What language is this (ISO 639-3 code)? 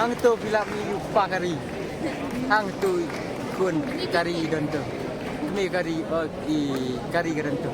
kha